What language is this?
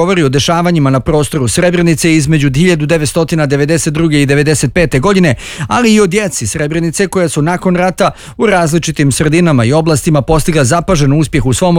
Bosnian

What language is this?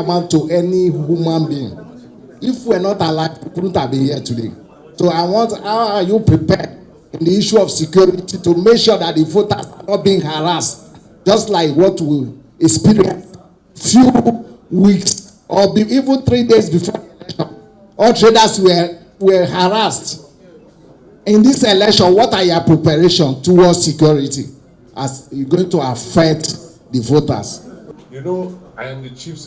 Nigerian Pidgin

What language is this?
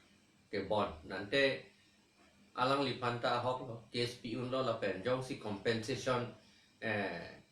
Karbi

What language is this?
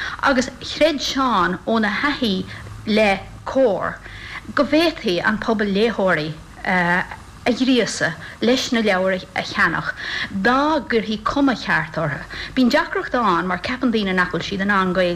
Irish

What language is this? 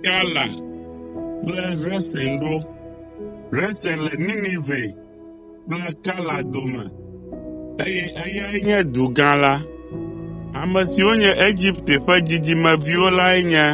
Ewe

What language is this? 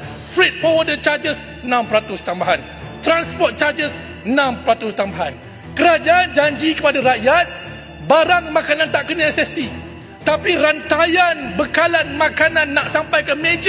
Malay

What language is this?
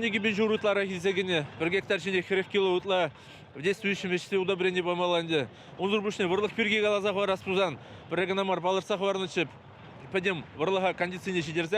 Chuvash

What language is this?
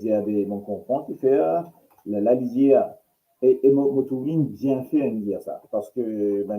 Morisyen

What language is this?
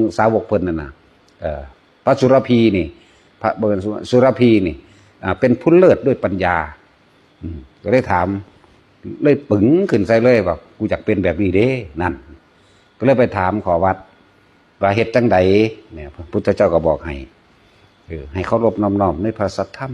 Northeastern Thai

